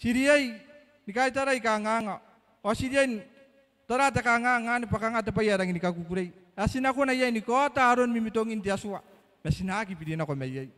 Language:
Gilbertese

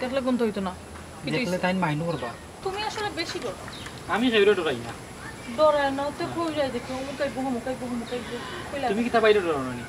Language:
Sylheti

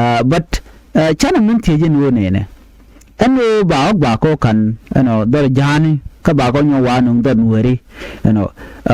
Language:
Nuer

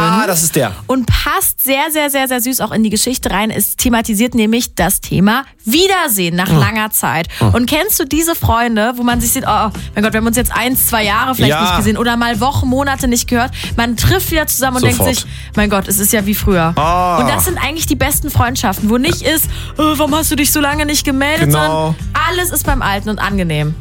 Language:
German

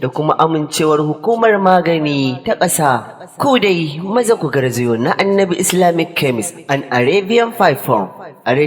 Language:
Hausa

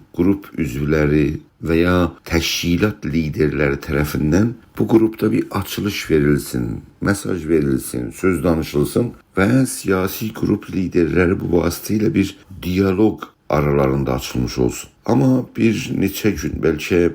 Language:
South Azerbaijani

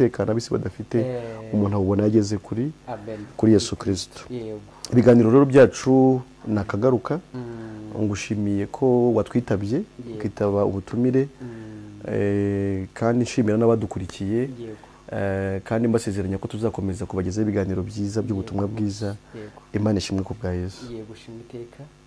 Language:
Kinyarwanda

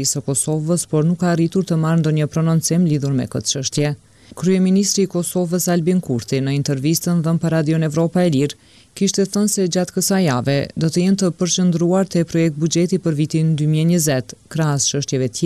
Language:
Albanian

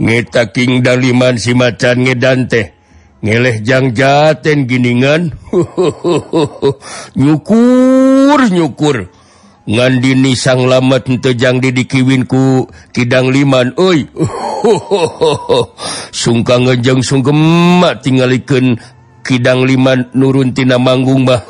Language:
Sundanese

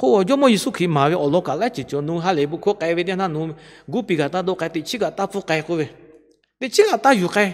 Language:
Lahu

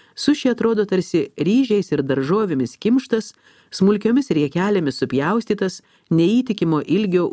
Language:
Lithuanian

